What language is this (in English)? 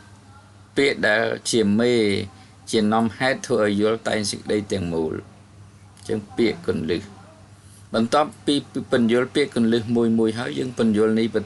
Khmer